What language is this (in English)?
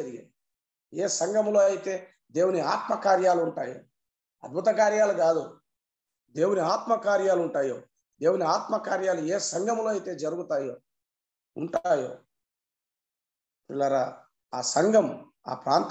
Telugu